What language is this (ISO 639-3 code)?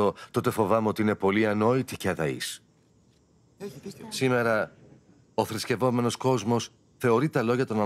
ell